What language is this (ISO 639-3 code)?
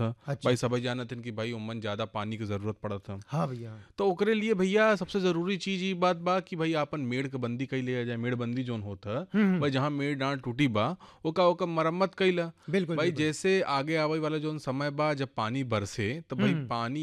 bho